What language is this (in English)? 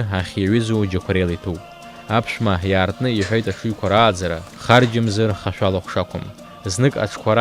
Abkhazian